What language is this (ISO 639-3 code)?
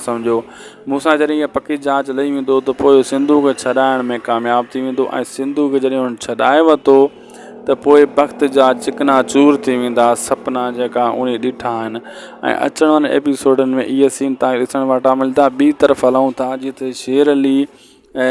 snd